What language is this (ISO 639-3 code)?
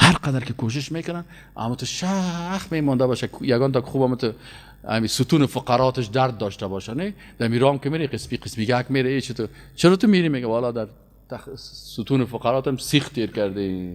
fas